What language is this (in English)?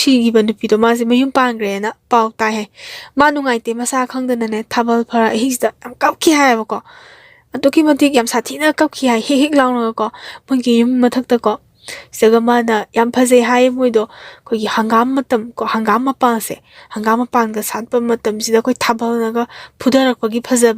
Manipuri